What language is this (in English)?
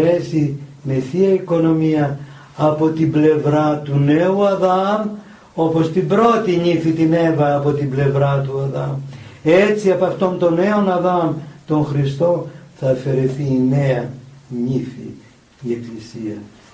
Greek